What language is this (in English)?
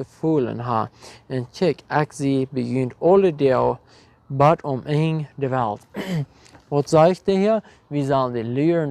Plautdietsch